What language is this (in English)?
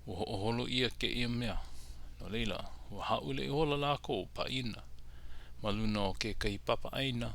Hawaiian